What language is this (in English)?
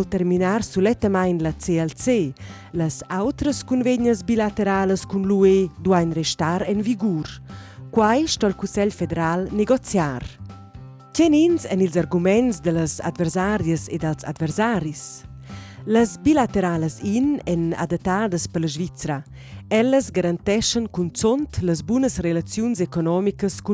Romansh